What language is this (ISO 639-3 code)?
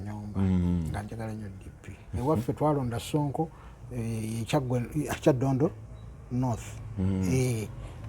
lug